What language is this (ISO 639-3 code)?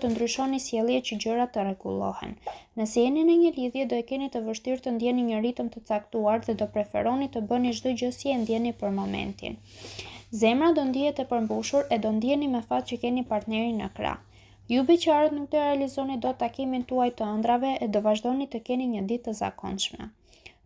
sqi